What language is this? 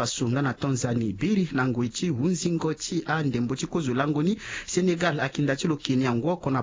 Sango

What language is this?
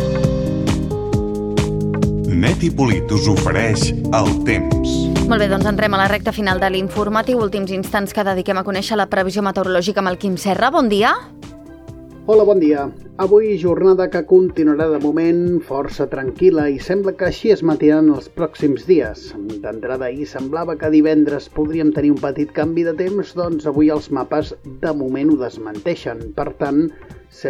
Catalan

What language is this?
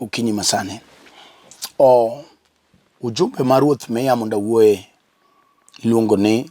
Luo (Kenya and Tanzania)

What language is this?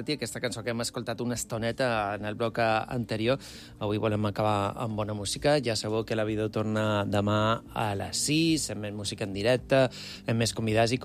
Catalan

